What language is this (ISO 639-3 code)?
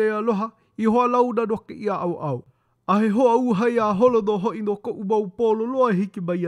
haw